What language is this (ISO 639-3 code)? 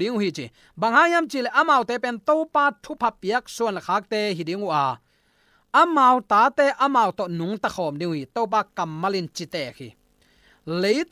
ctd